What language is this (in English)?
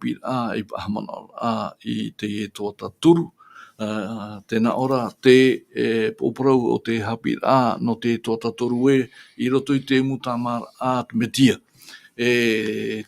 Tahitian